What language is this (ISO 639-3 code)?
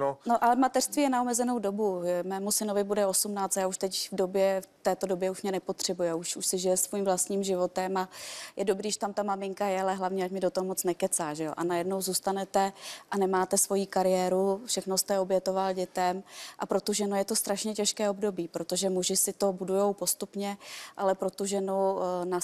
ces